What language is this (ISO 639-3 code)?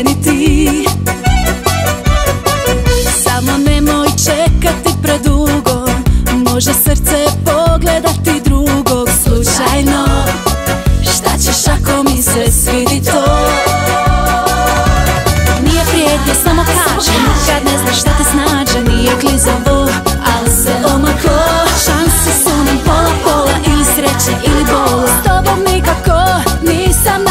hrv